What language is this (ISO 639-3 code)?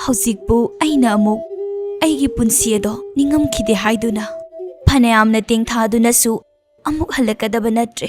mni